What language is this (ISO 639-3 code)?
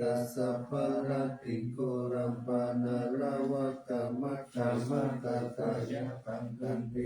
pli